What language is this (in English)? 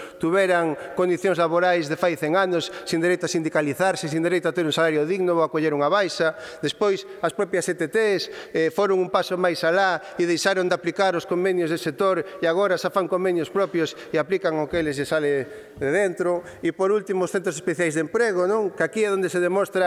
Galician